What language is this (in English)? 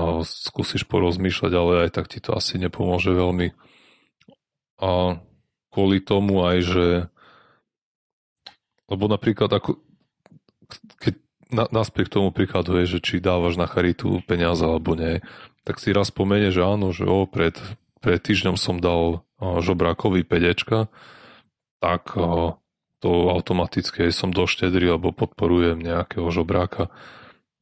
Slovak